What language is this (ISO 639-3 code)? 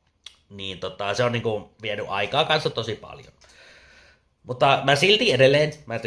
fin